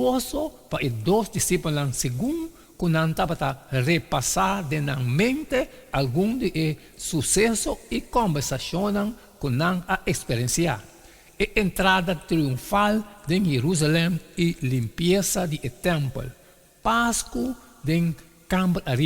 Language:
Papiamento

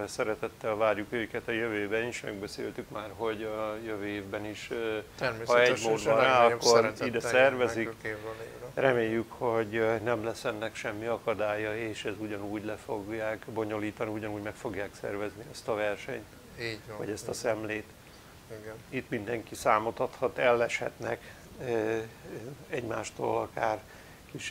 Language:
Hungarian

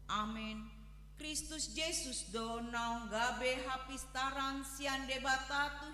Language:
Batak Toba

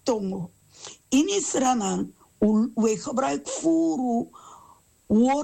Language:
Sranan Tongo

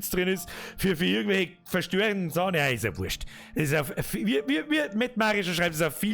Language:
Bavarian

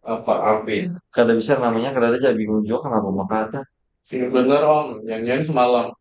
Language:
Banjar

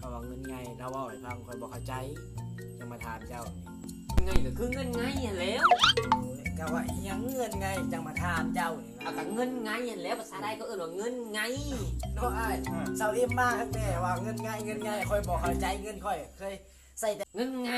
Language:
Lao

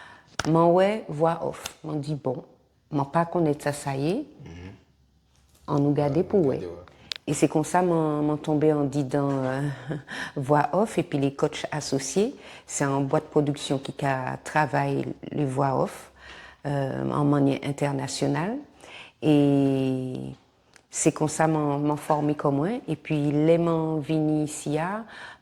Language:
Guadeloupean Creole French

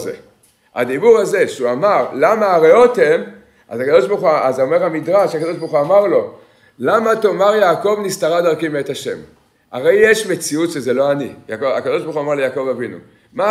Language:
Hebrew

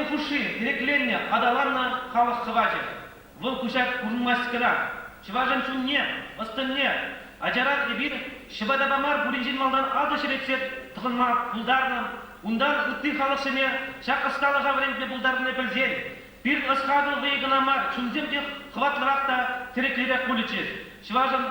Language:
Chuvash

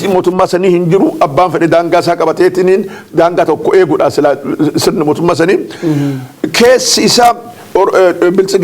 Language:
Oromo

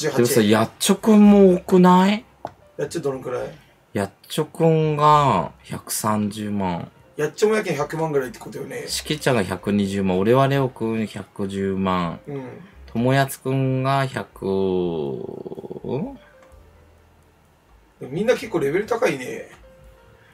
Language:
Japanese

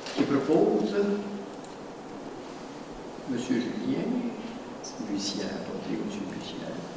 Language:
French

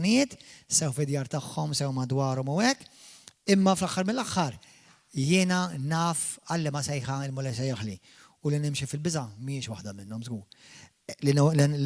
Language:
Maltese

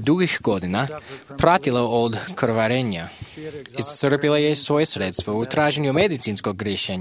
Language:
Croatian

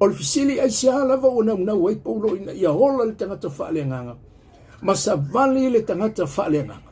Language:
Samoan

